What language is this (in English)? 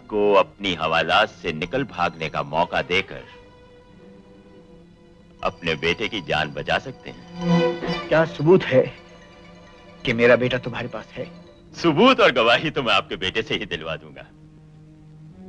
Hindi